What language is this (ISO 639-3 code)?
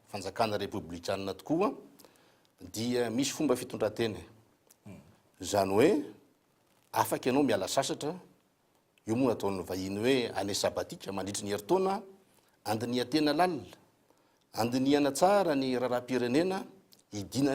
mlg